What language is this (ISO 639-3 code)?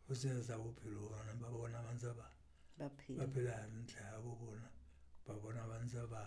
sot